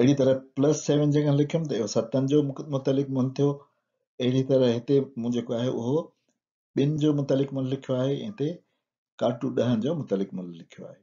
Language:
Sindhi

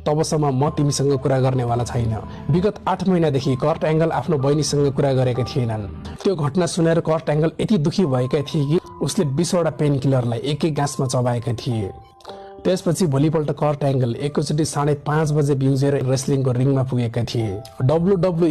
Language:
Nepali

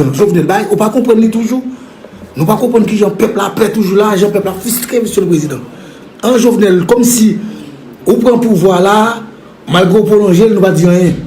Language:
Haitian Creole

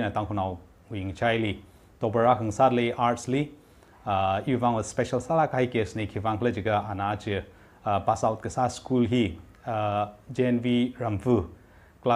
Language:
Tangkhul Naga (India)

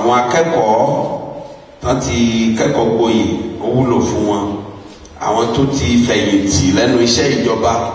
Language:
Yoruba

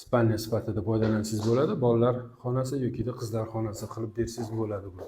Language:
Uzbek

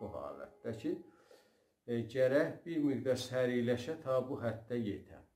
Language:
South Azerbaijani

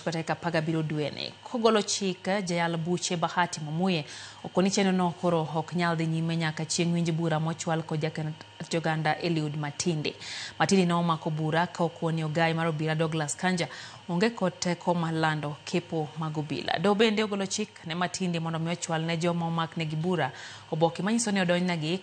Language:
Luo (Kenya and Tanzania)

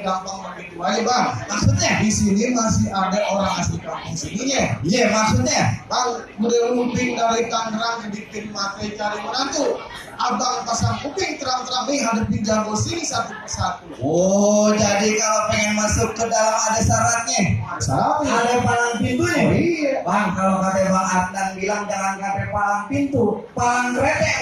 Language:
Betawi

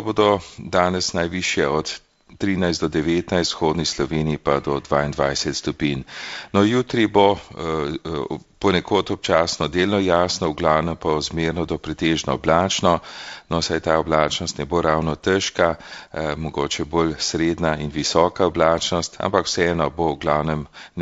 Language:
Slovenian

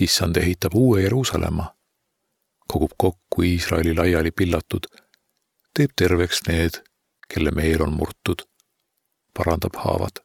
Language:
Estonian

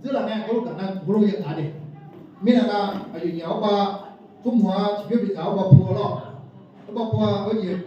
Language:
Akha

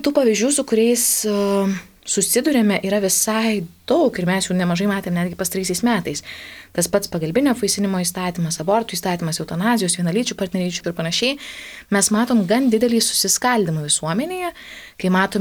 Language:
Lithuanian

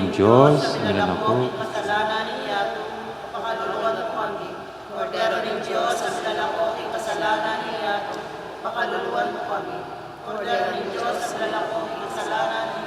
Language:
Pampanga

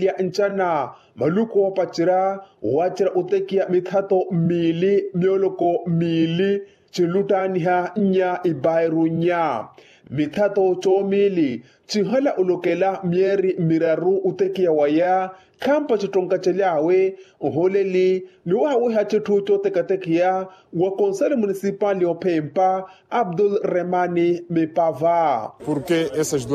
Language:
Makhuwa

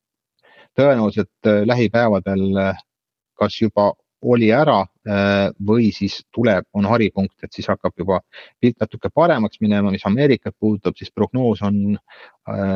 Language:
Estonian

